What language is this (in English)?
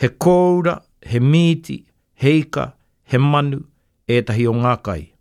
Māori